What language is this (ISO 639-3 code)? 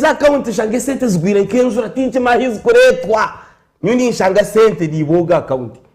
nyn